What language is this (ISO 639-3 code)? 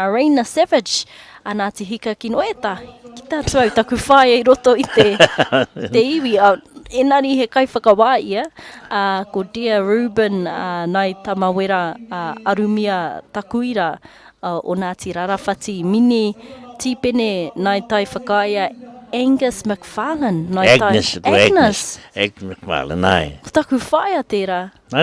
mri